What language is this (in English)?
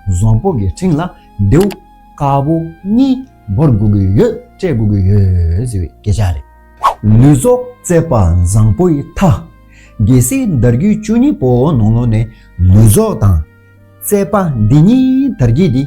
Tibetan